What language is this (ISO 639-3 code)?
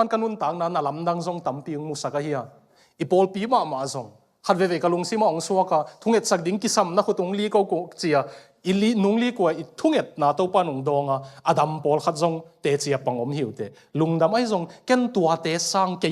ctd